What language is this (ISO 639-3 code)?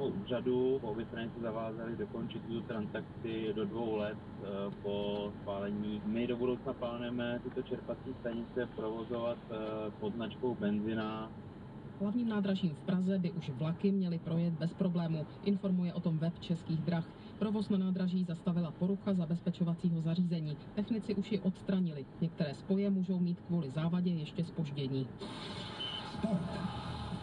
ces